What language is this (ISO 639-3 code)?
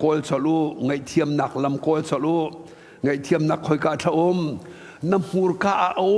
cnh